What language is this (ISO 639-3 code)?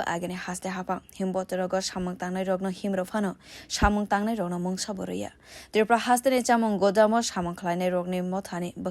trp